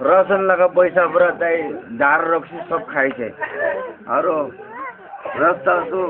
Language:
Naga Pidgin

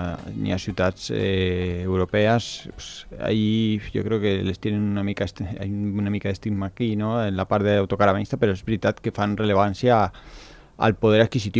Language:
Catalan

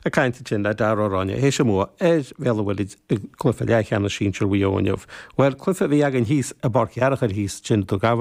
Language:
Irish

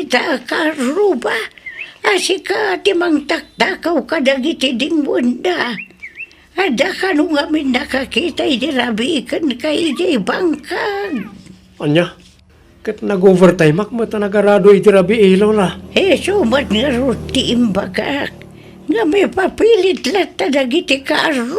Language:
Iloko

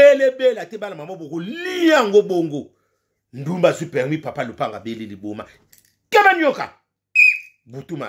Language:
Lingala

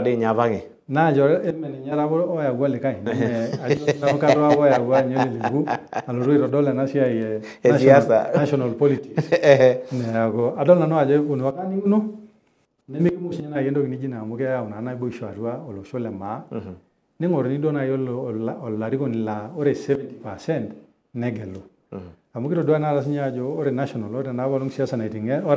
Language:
Masai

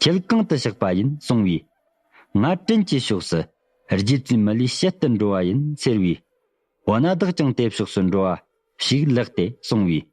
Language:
Tibetan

